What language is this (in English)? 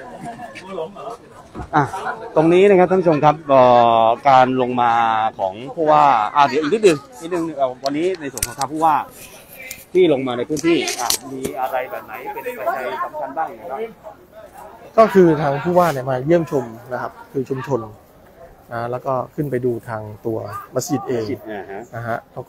Thai